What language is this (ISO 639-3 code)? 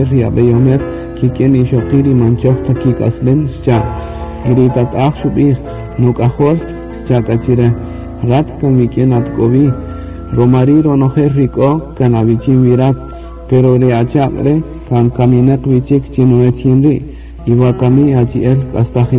cak